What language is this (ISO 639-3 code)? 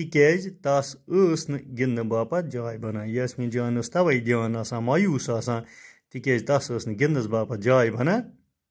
kas